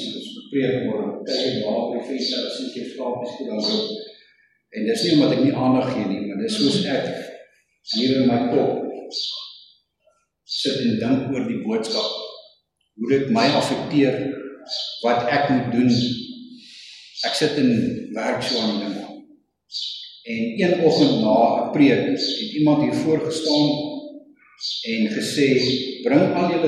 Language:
Afrikaans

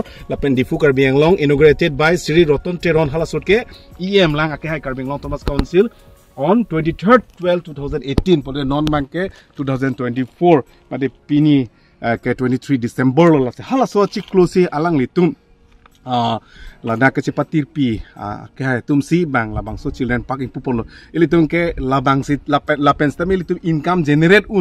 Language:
Karbi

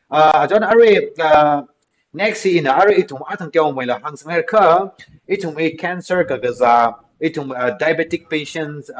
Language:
Tangkhul Naga (India)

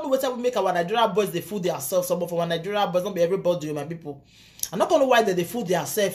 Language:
Nigerian Pidgin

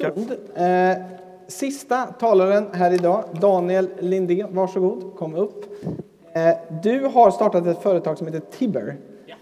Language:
Swedish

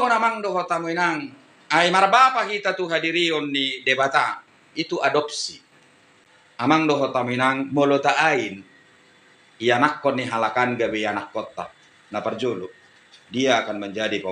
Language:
Batak Toba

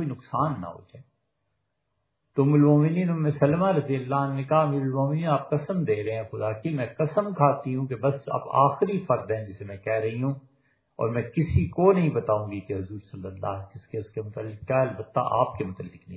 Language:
Urdu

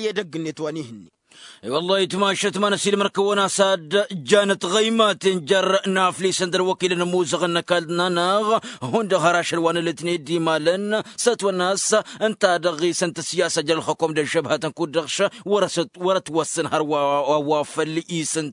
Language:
Tamasheq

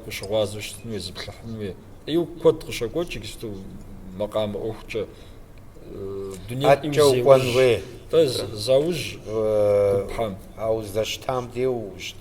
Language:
Kabardian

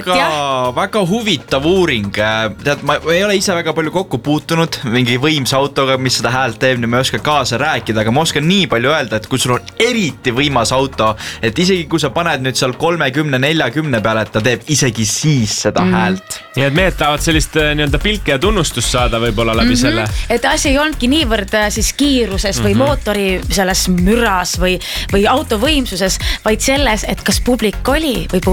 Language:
Estonian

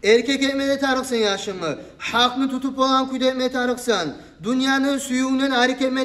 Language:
Kumyk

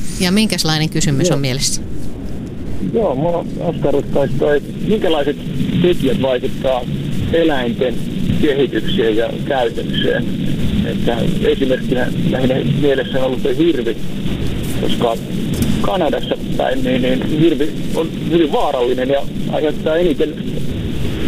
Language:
Finnish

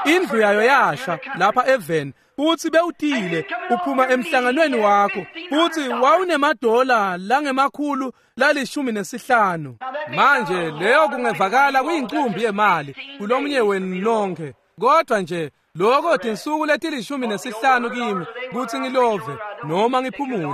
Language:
Swati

